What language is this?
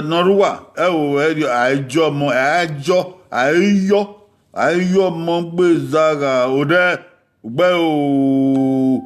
Bini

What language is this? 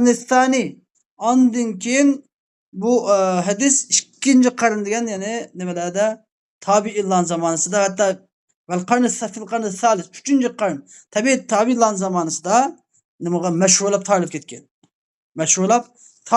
Uyghur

